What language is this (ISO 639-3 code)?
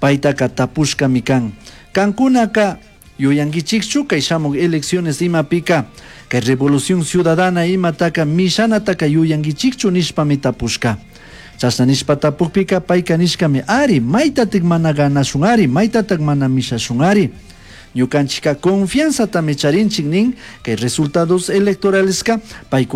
qug